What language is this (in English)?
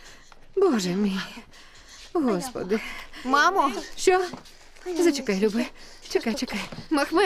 Ukrainian